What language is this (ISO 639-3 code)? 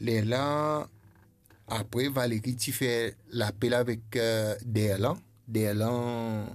mfe